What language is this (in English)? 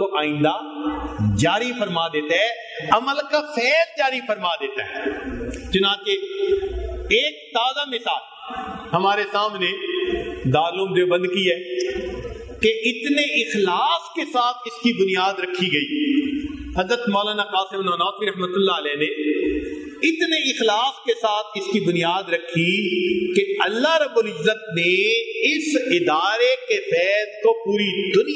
Urdu